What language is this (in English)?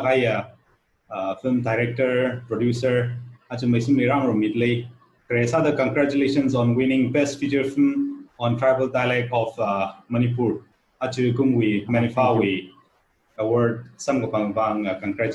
Tangkhul Naga (India)